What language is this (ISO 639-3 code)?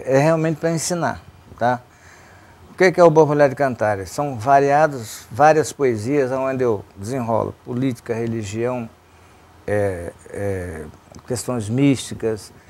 por